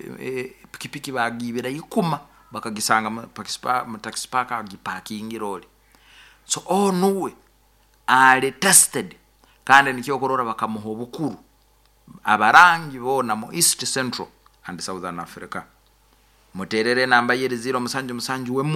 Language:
Nyankole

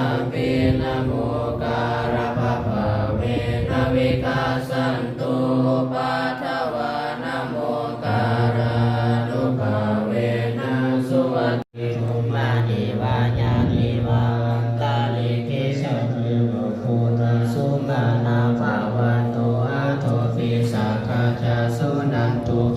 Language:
Pali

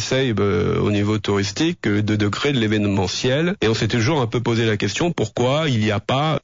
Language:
French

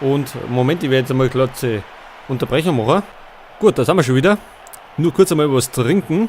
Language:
Bavarian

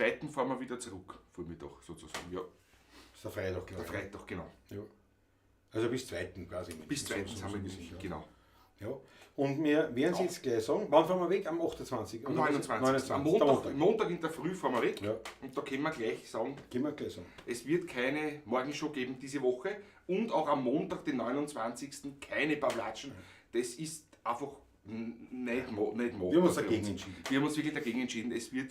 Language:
Bavarian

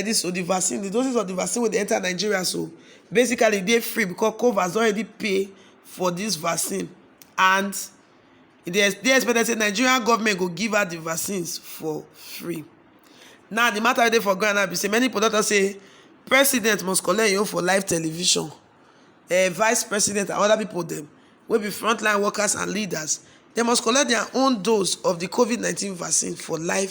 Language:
Nigerian Pidgin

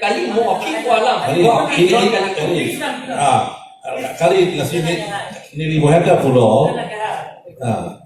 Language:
Karbi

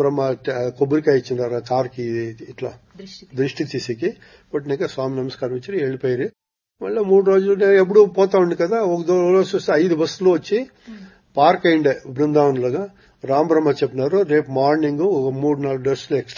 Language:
Telugu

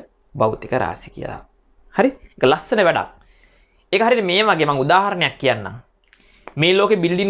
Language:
Sinhala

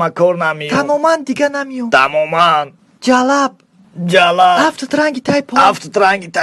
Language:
Tajik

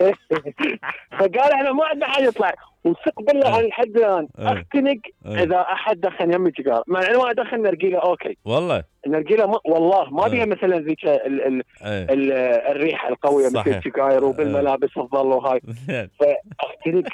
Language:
Mesopotamian Arabic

